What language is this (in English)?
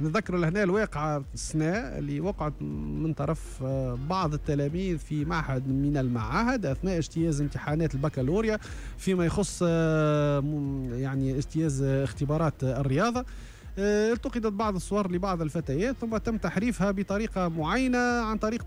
Tunisian Arabic